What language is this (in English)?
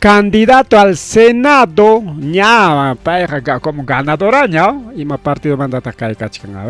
Ayacucho Quechua